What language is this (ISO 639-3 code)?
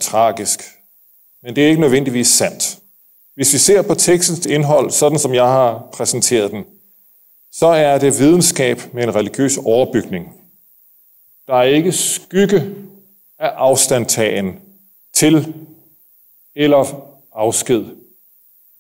dan